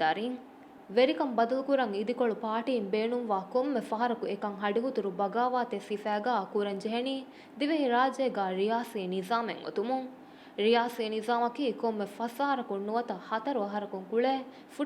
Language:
Divehi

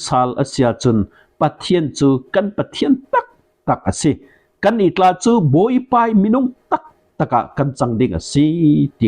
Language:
Falam Chin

